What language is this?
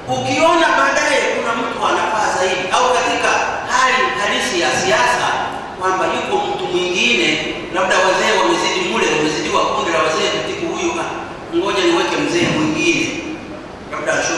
Swahili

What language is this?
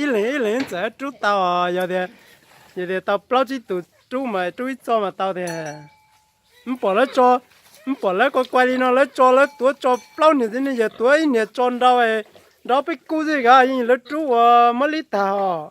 Hmong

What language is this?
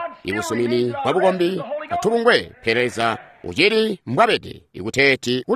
Tonga (Zambia)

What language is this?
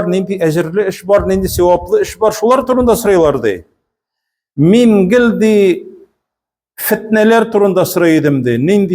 Tatar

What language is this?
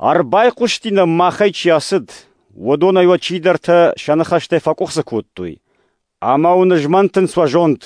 Ossetic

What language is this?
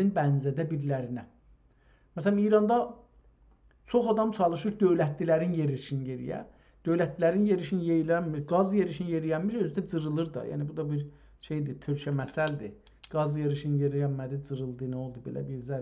South Azerbaijani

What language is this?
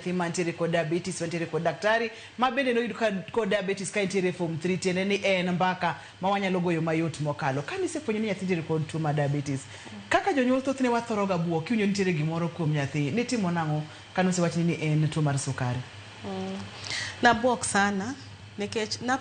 Luo (Kenya and Tanzania)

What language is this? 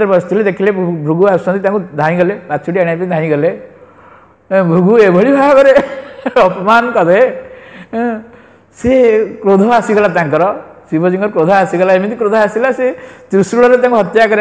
Odia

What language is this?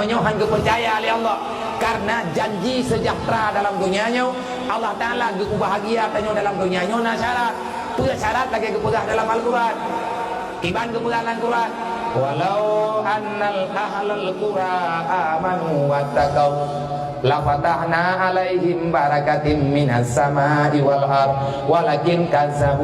Achinese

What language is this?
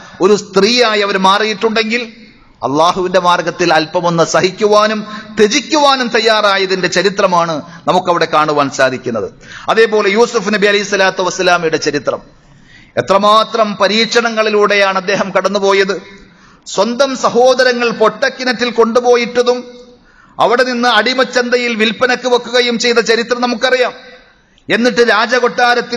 Malayalam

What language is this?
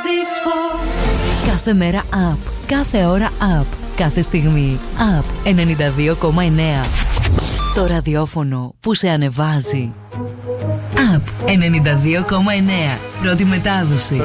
Greek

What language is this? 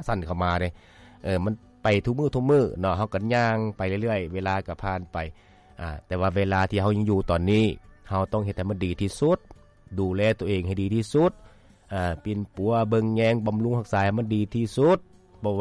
Lao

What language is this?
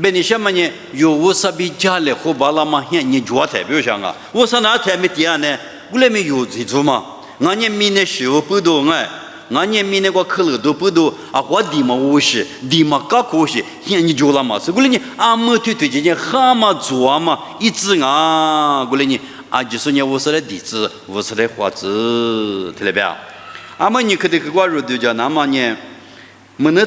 Lisu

